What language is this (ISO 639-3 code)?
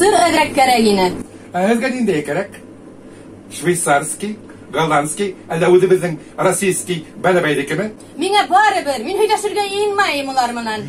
bak